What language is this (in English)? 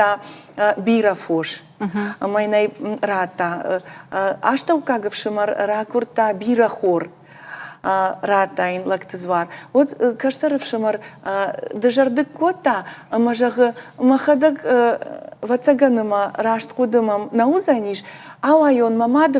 Ossetic